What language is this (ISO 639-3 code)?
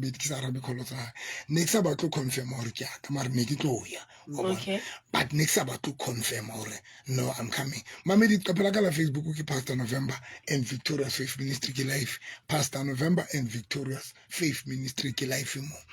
sot